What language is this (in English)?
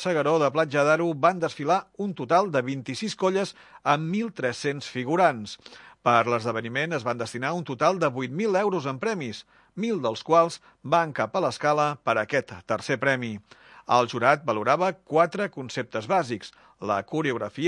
Catalan